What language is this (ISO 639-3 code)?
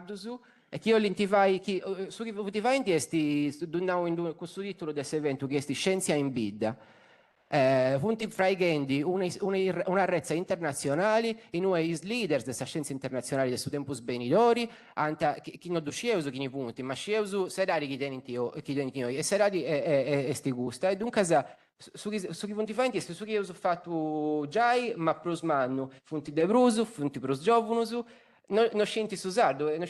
srd